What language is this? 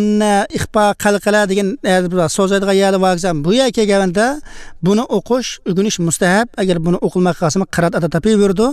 Uyghur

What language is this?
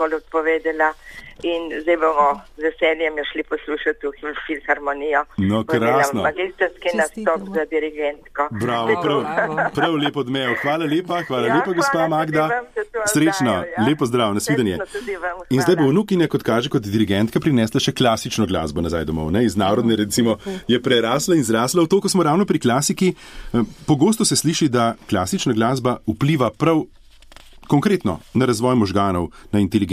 Slovenian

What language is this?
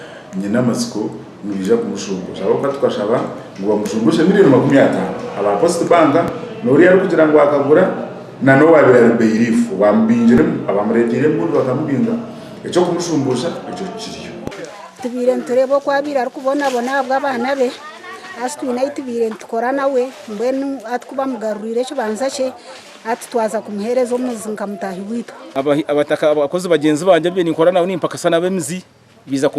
Nyankole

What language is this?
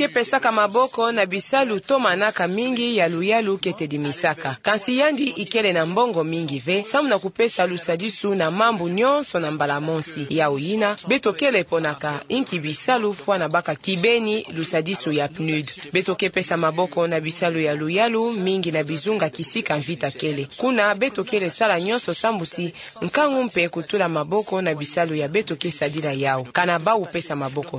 Kituba (Democratic Republic of Congo)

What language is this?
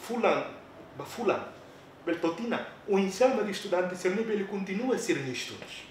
Tetum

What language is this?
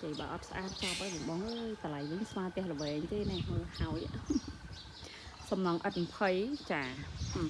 Khmer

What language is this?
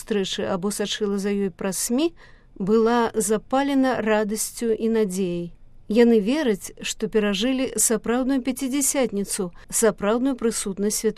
Belarusian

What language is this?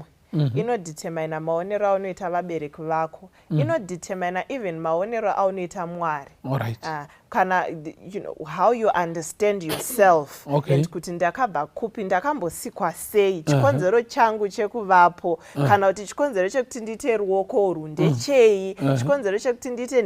Shona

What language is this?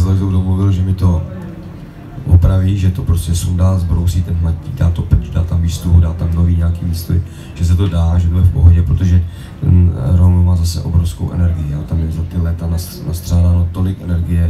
Czech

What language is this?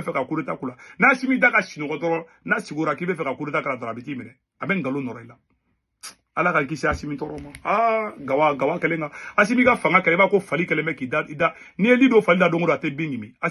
Bambara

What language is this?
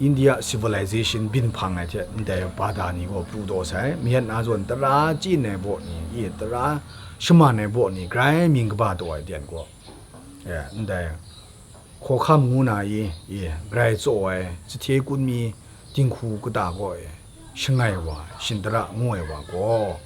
Kachin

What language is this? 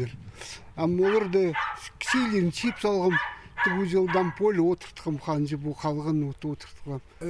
Khakas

